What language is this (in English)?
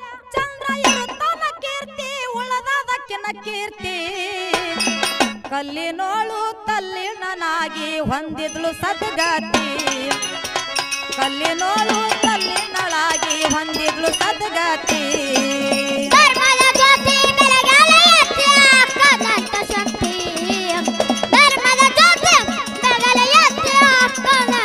Kannada